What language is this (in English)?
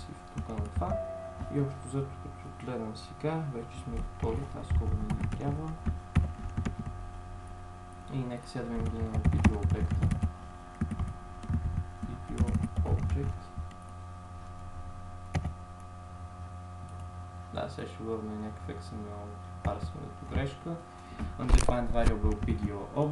Bulgarian